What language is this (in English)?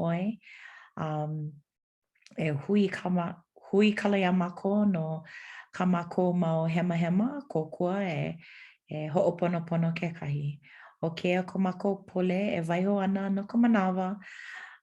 Hawaiian